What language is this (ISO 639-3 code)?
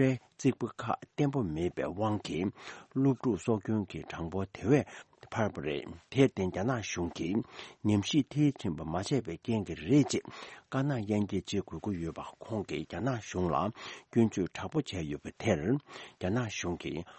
bod